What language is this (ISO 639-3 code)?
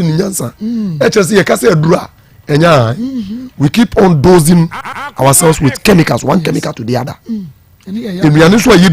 aka